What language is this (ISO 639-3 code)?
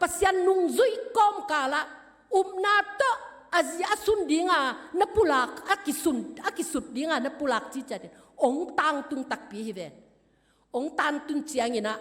ctd